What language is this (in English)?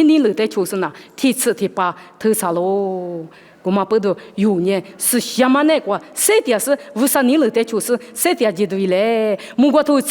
Lisu